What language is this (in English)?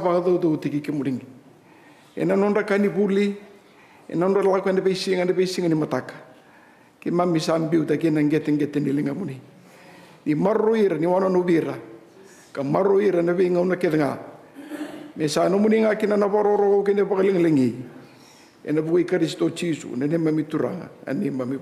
Fijian